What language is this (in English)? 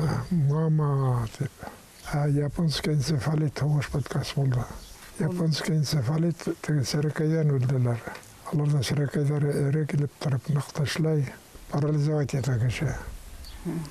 Bashkir